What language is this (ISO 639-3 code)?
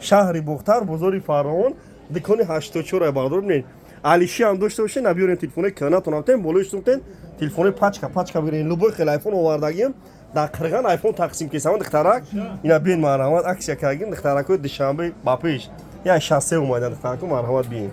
tgk